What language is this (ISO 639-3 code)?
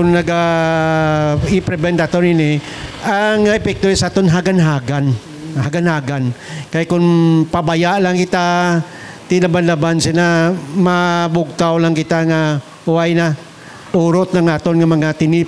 hil